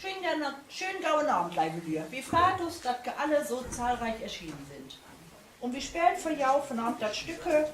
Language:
Low German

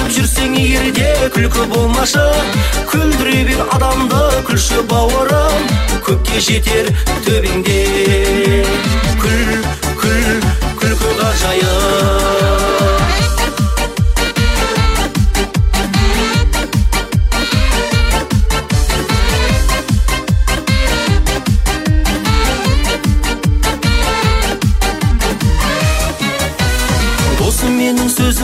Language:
Kazakh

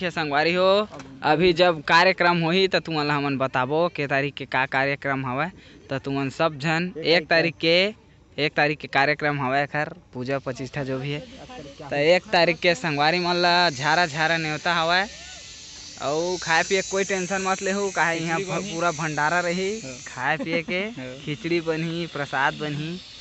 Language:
Chhattisgarhi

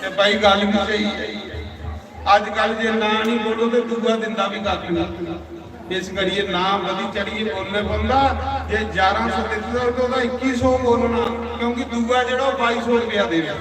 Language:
Dogri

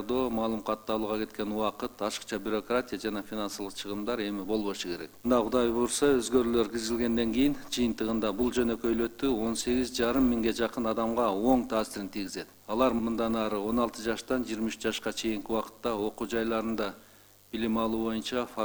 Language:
Kyrgyz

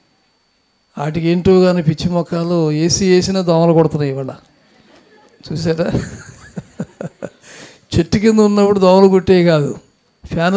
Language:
Telugu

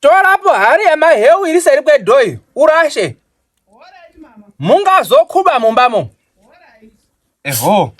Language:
Shona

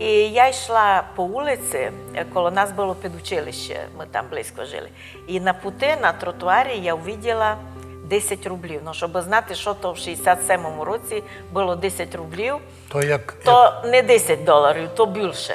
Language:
Rusyn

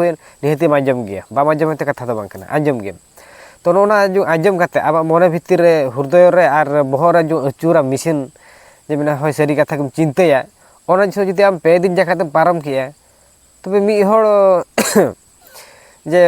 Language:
Santali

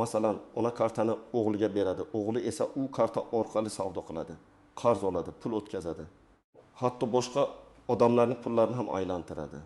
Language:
Uzbek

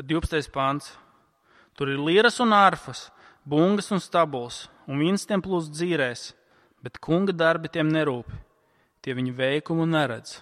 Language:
Latvian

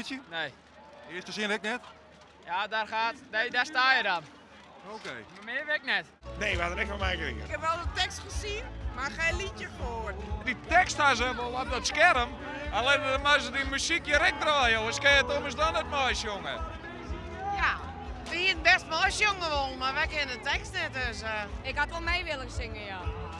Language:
Western Frisian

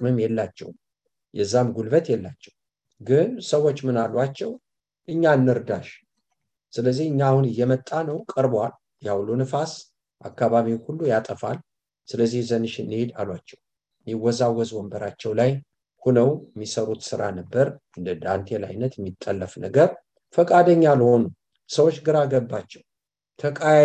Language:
Amharic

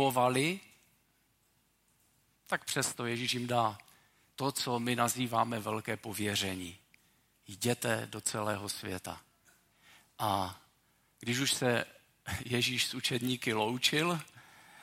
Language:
Czech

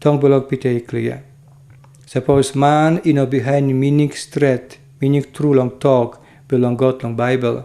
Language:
Tok Pisin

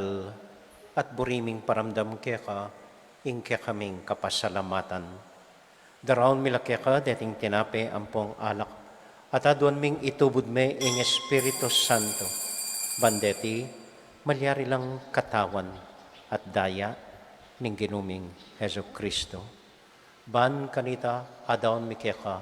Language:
Pampanga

